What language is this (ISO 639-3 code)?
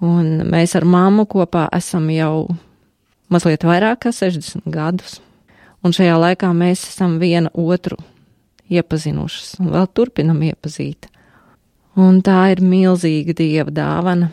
lav